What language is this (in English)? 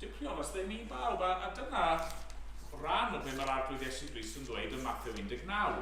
Welsh